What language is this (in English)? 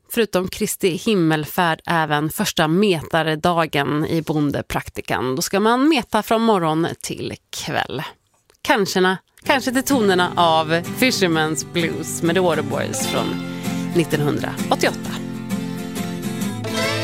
Swedish